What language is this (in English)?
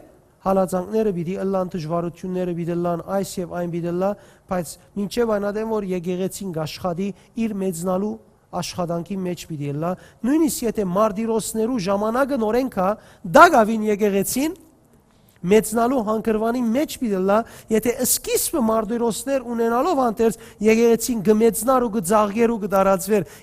Western Armenian